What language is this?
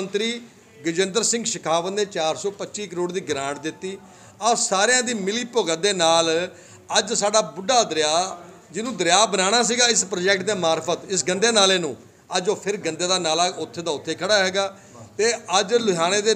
Punjabi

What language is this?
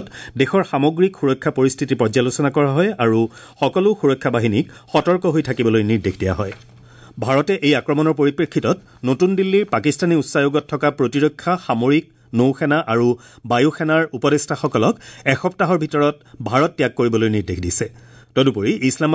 Assamese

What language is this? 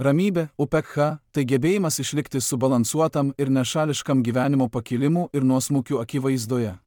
Lithuanian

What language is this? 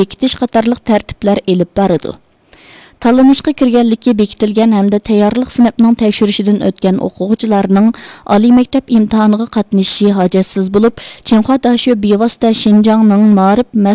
Uyghur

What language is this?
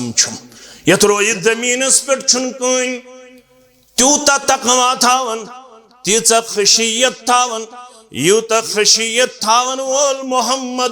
Kashmiri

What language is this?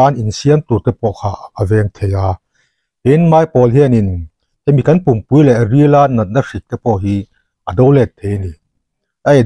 Mizo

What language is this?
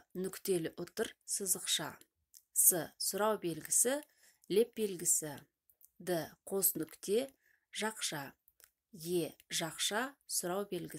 Kazakh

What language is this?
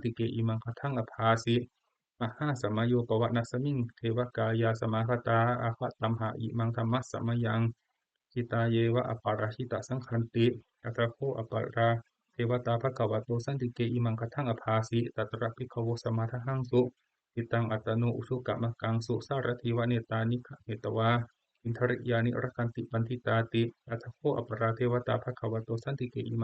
Pali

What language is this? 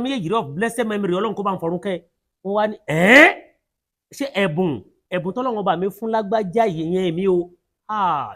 Yoruba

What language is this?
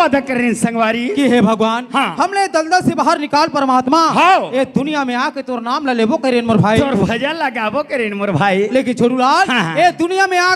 Chhattisgarhi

